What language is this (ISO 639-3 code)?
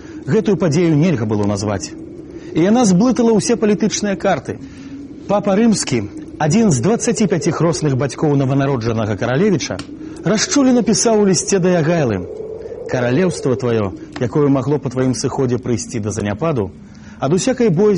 bel